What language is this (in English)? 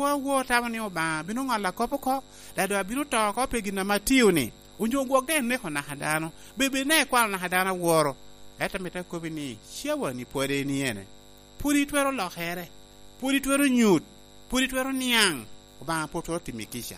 Lango (Uganda)